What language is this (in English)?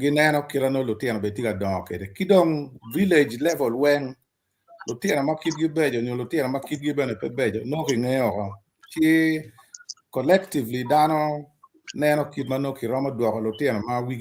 Acoli